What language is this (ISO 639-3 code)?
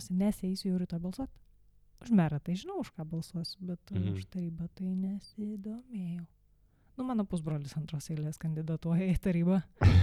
lit